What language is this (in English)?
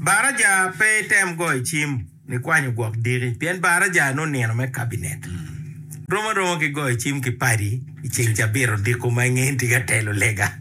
Acoli